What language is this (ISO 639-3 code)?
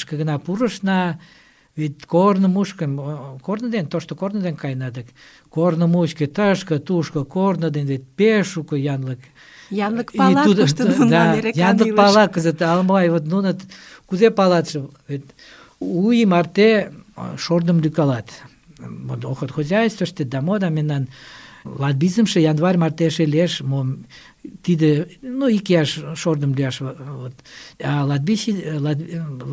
chm